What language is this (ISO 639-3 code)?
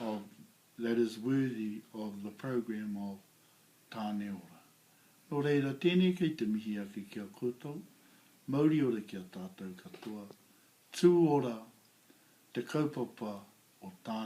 mri